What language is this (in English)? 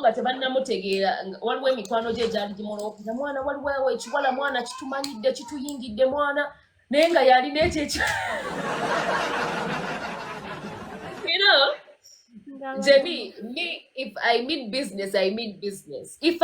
Ganda